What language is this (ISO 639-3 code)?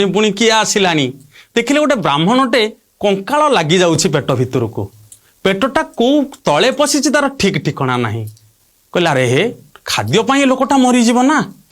ori